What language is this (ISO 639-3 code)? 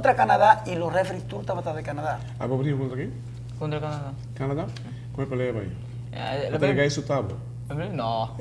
pap